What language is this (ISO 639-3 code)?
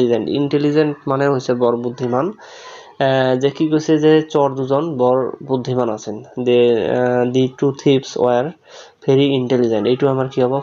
asm